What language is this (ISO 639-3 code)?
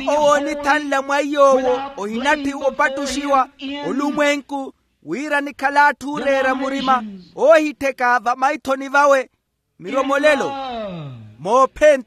vmw